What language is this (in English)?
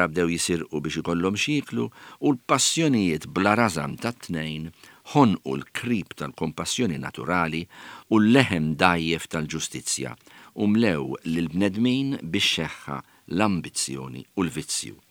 Maltese